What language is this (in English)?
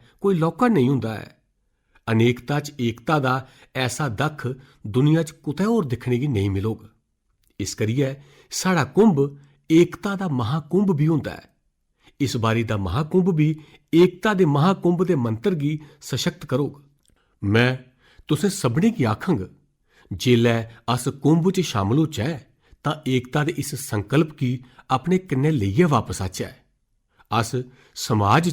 Dogri